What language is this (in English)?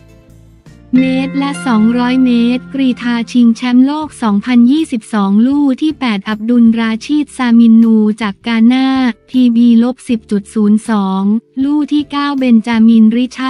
Thai